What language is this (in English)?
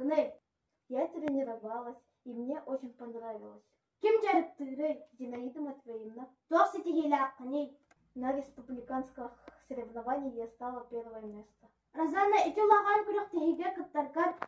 Yakut